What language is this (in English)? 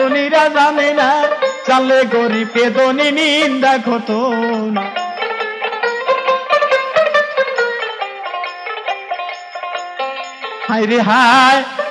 Bangla